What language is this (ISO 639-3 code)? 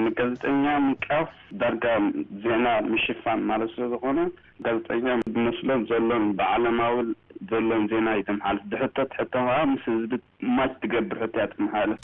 tir